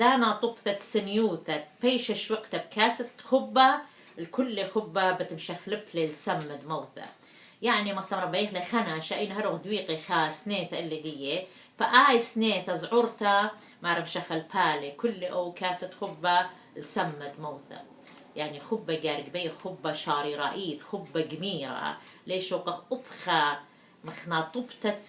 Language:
Assyrian Neo-Aramaic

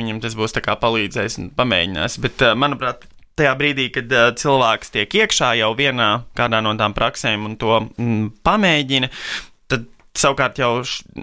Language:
Latvian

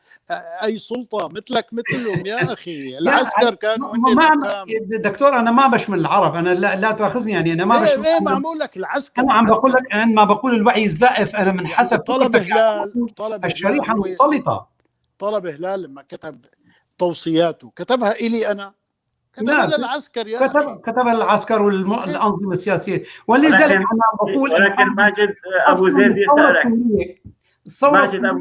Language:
North Levantine Arabic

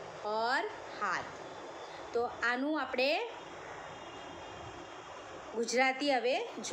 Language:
Gujarati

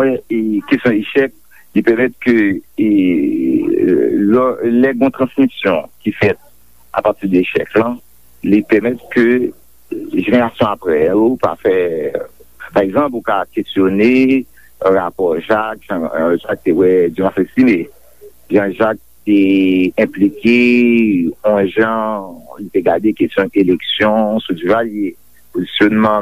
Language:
Haitian Creole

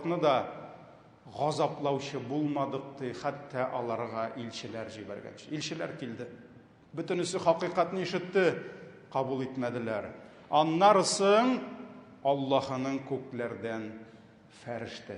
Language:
Tatar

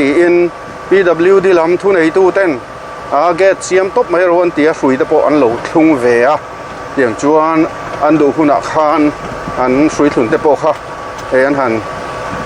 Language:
Mizo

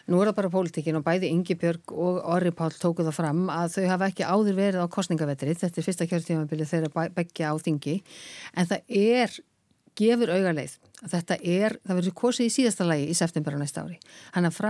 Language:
Icelandic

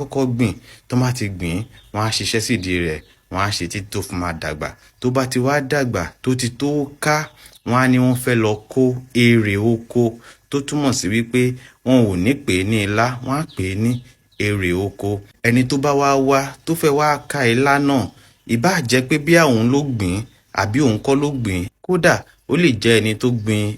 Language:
Yoruba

